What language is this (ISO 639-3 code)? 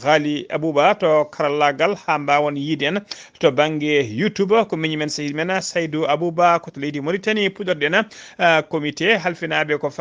ful